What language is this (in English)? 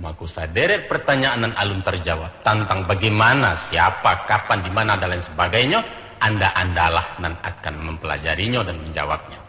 Minangkabau